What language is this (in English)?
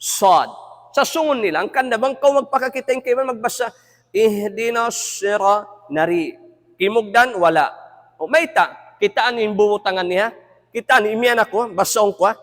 Tausug